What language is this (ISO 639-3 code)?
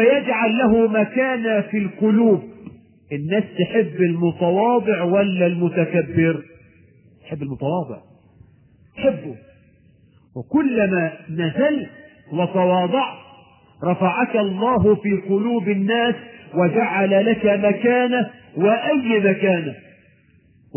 ara